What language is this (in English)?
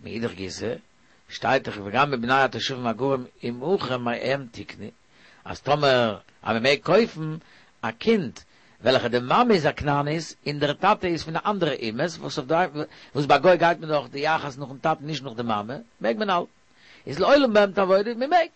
Yiddish